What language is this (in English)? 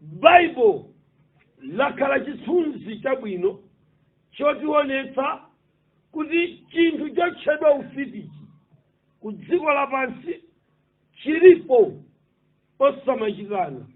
Nyanja